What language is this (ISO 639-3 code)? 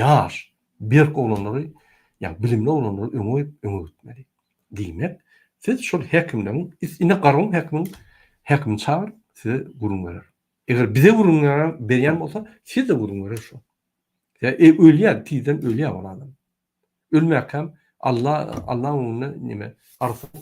tuk